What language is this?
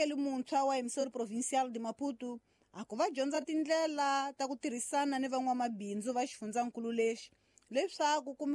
Tsonga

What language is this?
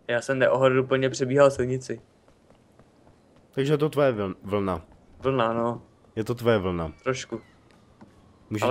Czech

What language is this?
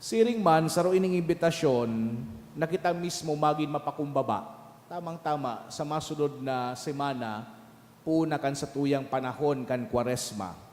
Bikol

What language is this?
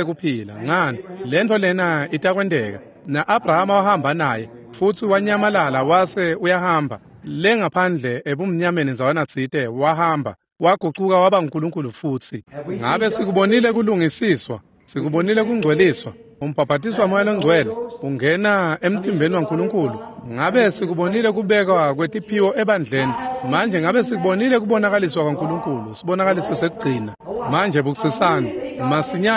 Swati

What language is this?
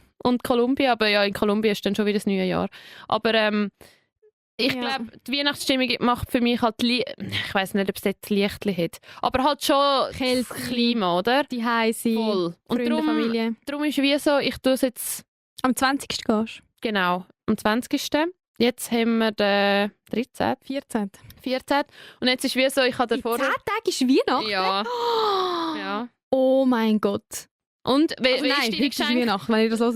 Swiss German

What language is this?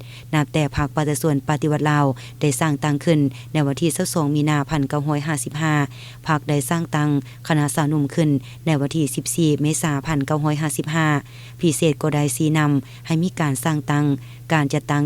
Lao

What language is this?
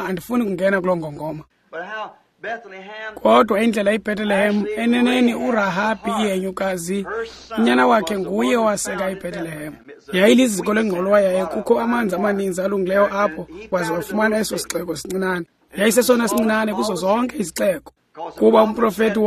Xhosa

